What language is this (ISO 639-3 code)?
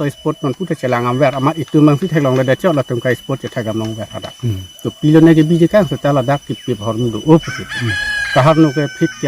mjw